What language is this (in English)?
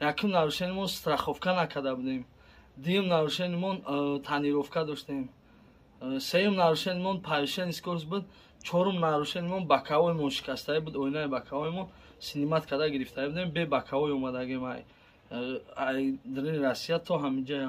Tajik